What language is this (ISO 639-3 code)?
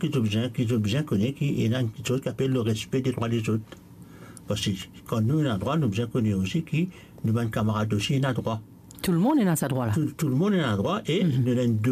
mfe